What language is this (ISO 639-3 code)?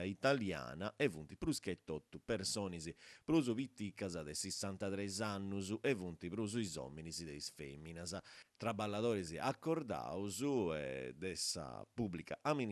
srd